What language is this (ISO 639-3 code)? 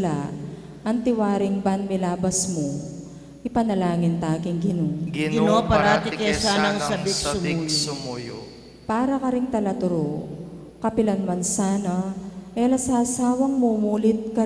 pam